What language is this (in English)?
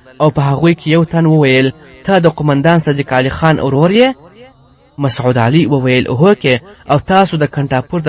Pashto